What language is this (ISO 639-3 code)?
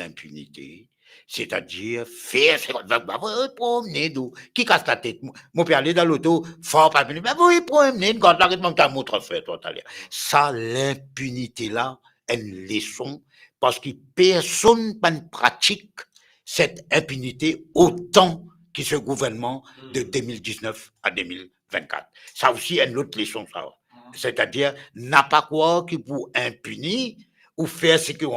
mfe